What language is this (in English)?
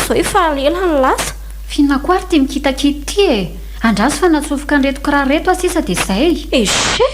Malagasy